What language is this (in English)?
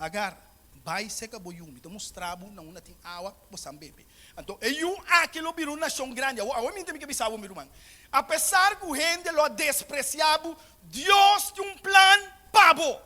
Papiamento